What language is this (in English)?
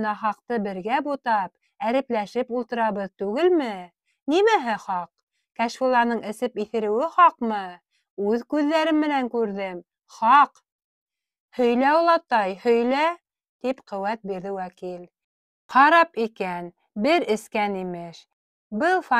Bashkir